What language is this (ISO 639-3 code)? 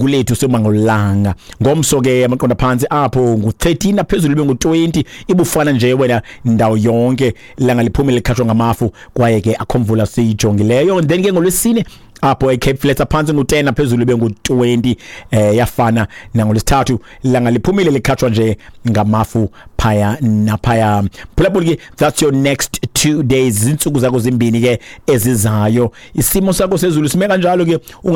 xho